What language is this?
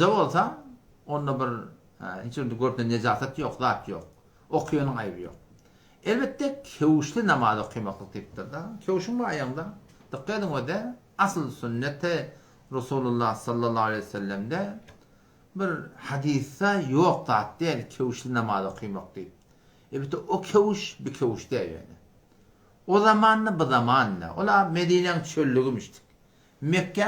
Turkmen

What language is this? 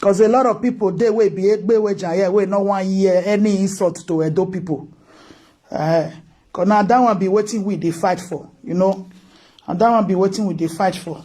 Nigerian Pidgin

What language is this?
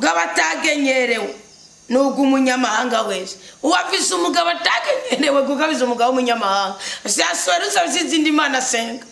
Rundi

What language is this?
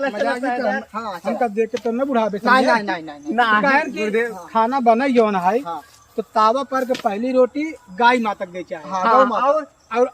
Awadhi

